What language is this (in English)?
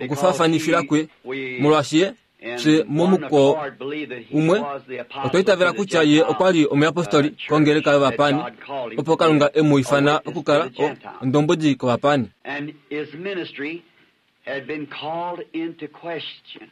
Kuanyama